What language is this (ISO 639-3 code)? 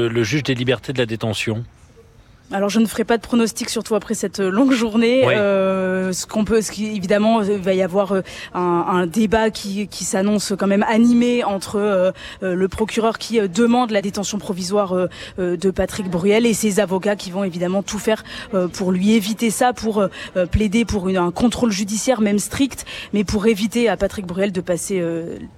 fra